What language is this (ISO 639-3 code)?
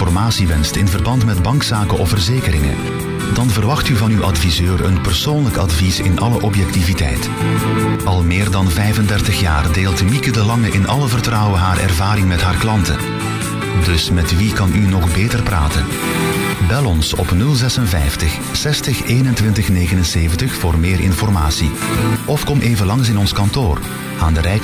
nld